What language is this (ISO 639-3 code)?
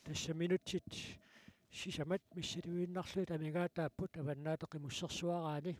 kal